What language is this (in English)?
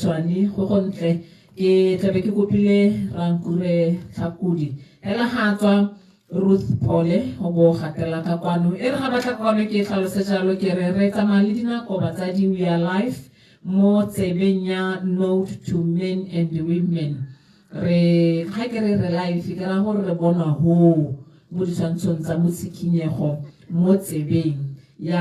Tswana